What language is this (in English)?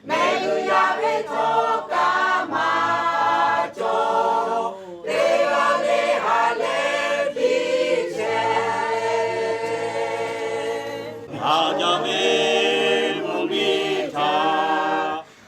Lahu